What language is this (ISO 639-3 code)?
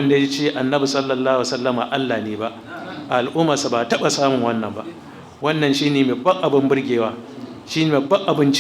hau